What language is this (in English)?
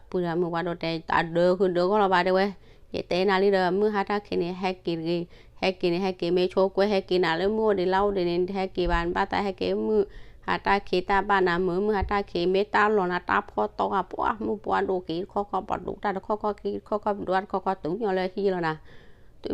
S'gaw Karen